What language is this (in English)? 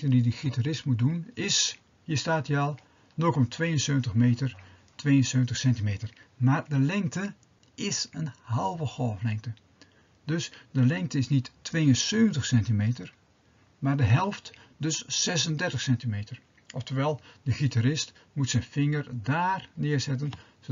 Dutch